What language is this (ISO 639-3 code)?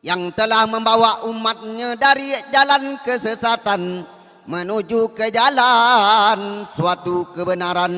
min